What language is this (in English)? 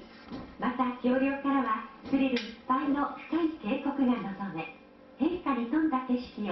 Japanese